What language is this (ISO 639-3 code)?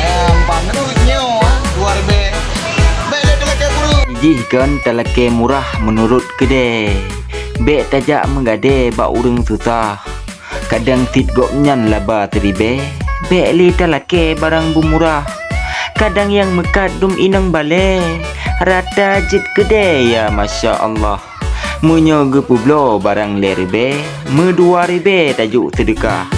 ace